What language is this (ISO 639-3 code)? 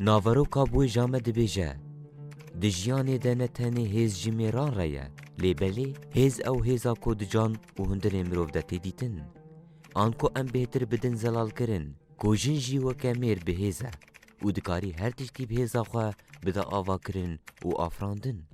kur